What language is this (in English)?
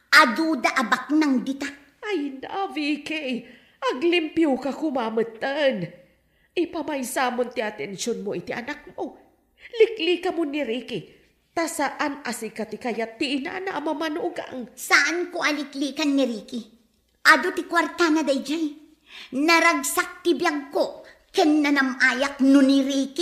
Iloko